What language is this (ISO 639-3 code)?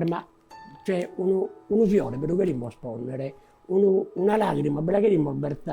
srd